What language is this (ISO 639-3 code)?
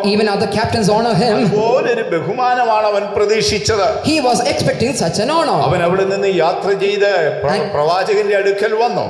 mal